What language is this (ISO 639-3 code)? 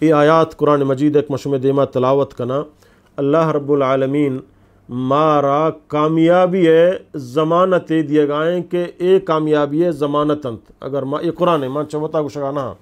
bgp